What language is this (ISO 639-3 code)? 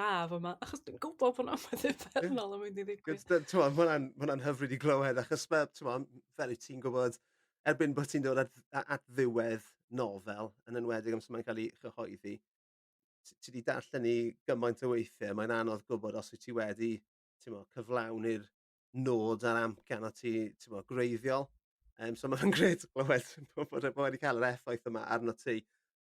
cym